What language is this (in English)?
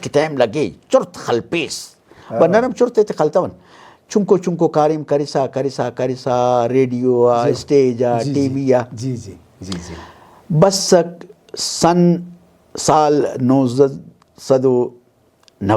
Brahui